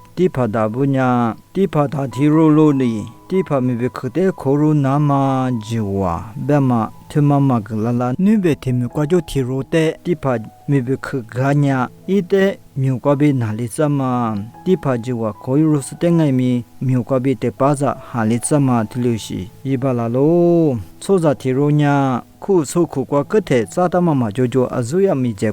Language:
Lisu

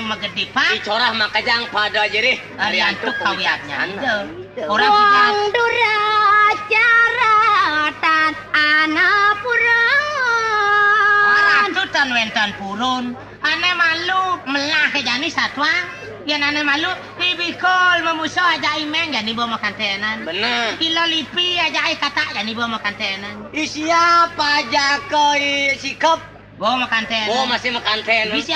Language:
Balinese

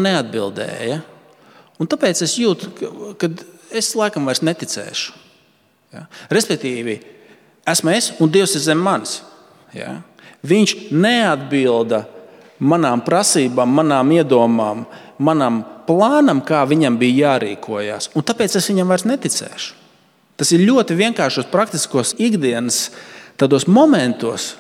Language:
Latvian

